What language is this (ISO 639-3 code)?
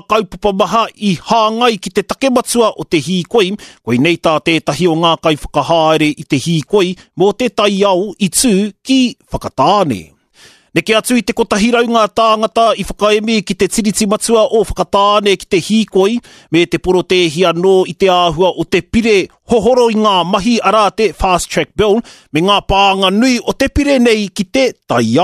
mri